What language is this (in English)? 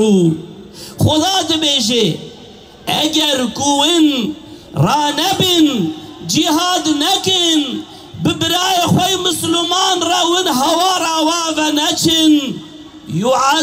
Kurdish